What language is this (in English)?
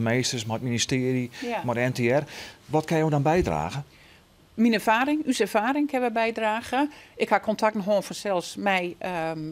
Western Frisian